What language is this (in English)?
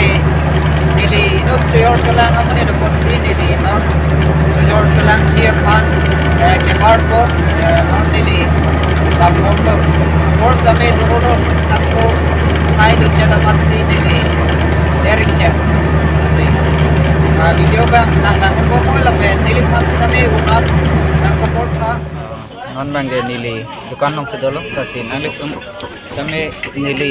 Karbi